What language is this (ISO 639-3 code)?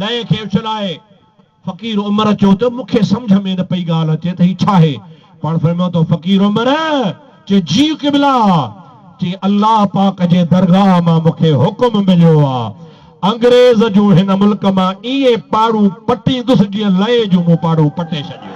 snd